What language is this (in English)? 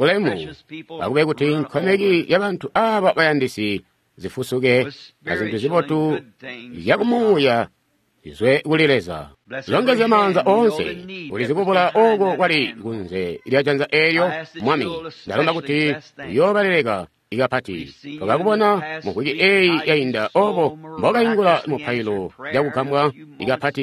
Tonga (Zambia)